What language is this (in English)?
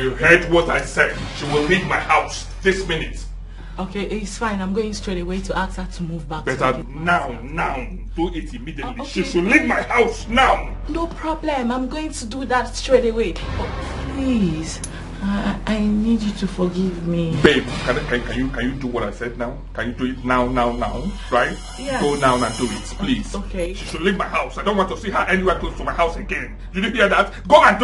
Nigerian Pidgin